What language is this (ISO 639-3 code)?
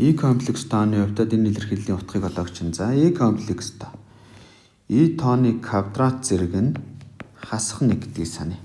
mon